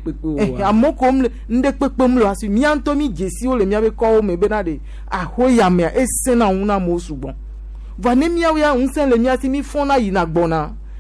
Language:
Gen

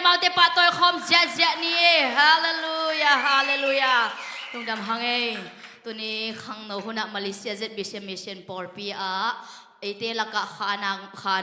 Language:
Tedim Chin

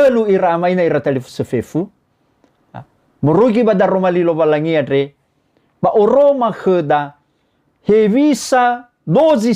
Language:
Nias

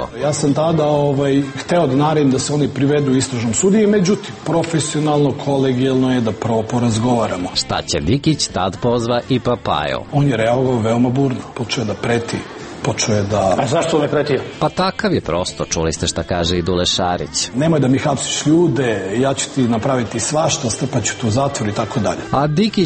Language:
Serbian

